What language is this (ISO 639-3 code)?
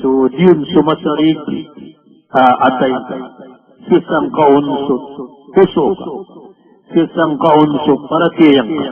mrw